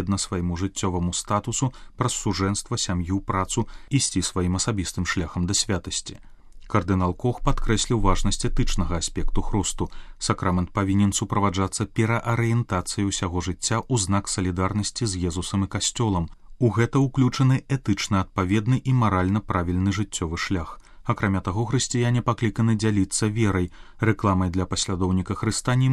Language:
Belarusian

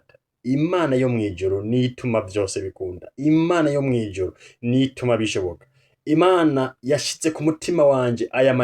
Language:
Rundi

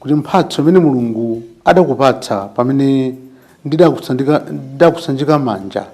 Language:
Nyanja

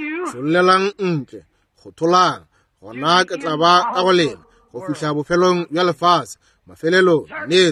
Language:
Northern Sotho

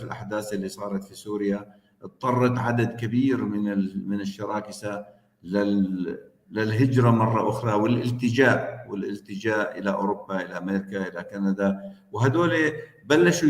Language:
North Levantine Arabic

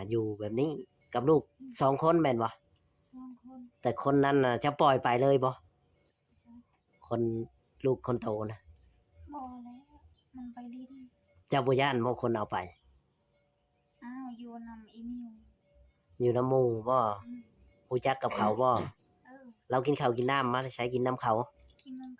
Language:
Northeastern Thai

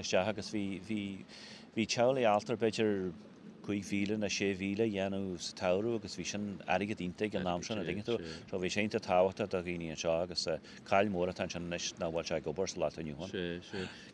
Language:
Irish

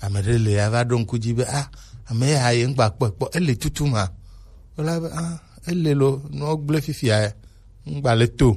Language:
Gen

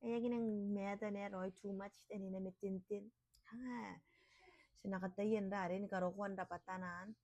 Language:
Gilbertese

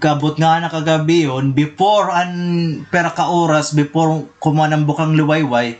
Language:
Waray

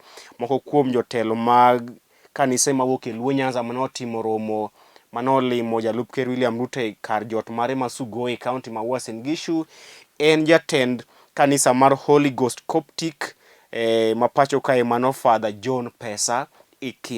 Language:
Luo (Kenya and Tanzania)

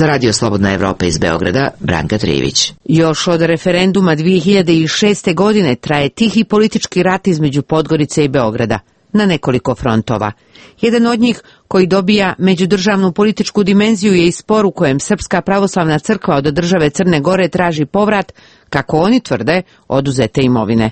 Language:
Serbian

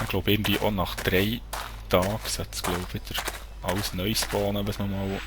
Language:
Swiss German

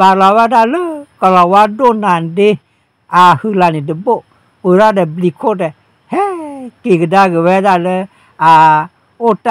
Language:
S'gaw Karen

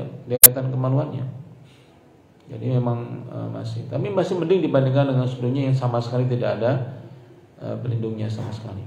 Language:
Indonesian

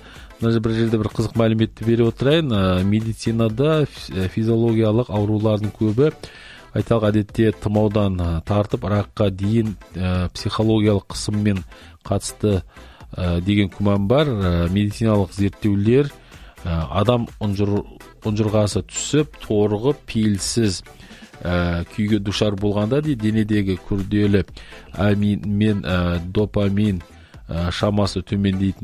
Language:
Kazakh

